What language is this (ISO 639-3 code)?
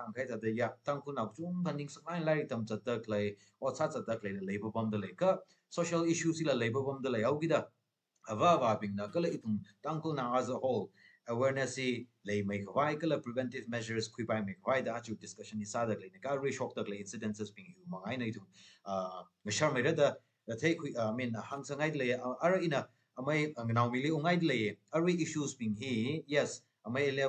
nmf